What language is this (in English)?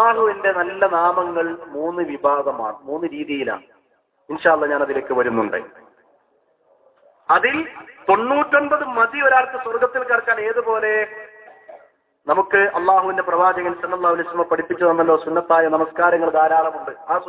Malayalam